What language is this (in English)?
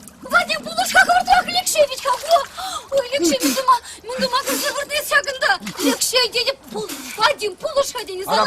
Chuvash